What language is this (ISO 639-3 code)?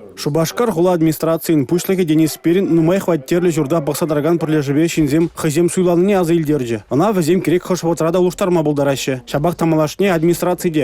chv